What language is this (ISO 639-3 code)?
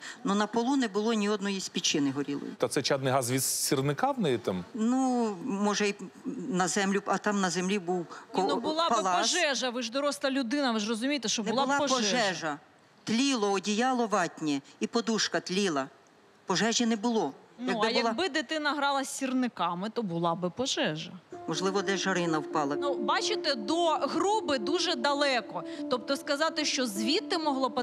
ukr